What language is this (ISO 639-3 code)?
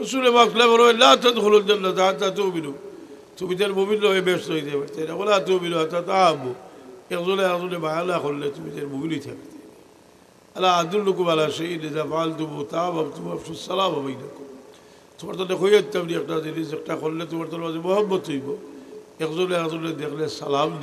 syl